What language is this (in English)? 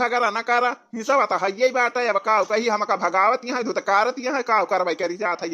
Awadhi